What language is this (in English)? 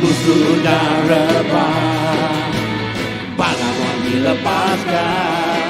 Iban